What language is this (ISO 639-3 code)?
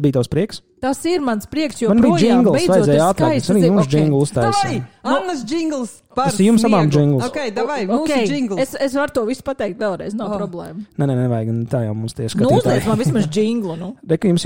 lav